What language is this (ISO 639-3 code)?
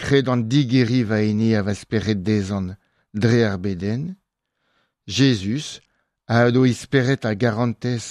bre